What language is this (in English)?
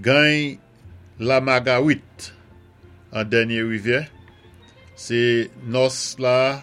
Saint Lucian Creole French